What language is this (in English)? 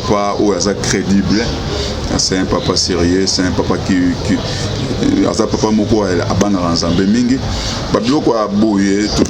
Lingala